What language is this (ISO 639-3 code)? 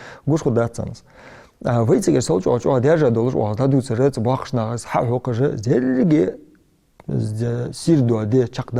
inh